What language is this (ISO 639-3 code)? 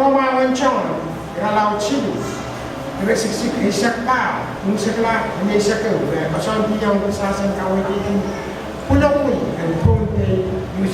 pon